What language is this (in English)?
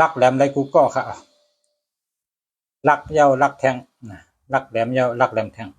Shan